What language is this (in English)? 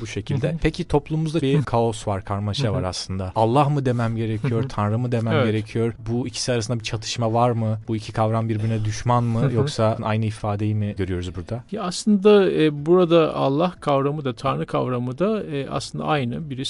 Turkish